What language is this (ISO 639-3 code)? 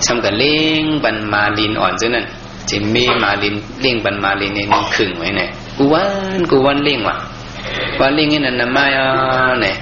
shn